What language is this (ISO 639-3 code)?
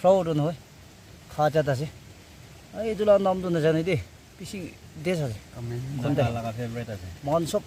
nag